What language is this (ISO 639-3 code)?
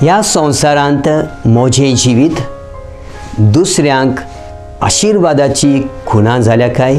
kok